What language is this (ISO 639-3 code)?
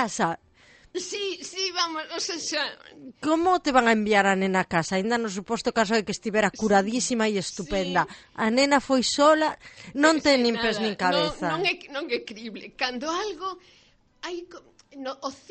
glg